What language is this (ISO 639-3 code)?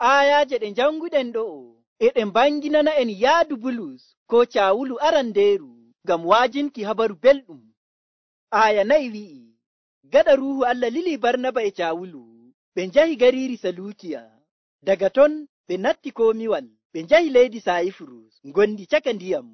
fuv